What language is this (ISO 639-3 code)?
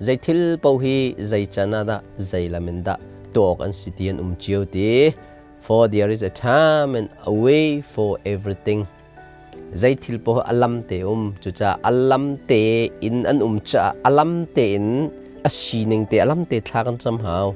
cnh